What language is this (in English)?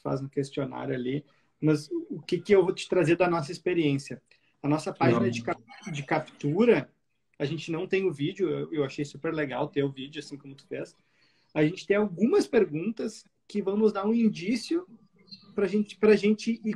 Portuguese